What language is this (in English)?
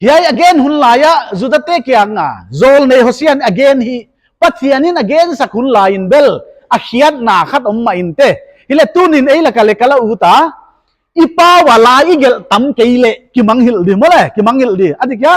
Paite Chin